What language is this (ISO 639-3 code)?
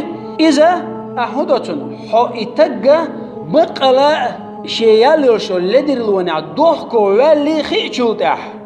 che